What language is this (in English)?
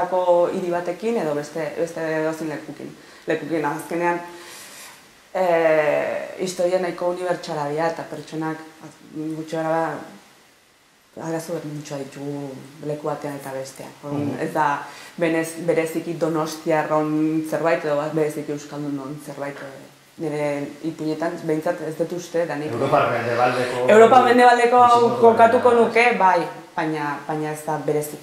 Basque